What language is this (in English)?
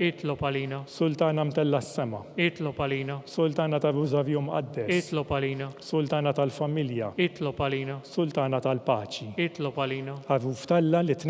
Maltese